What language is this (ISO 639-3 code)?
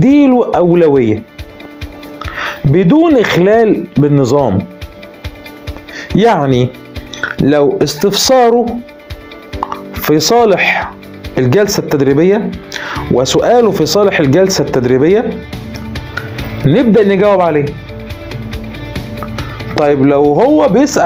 arz